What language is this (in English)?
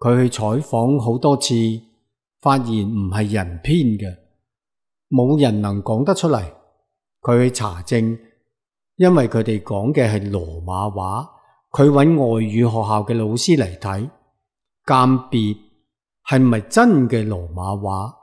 Cantonese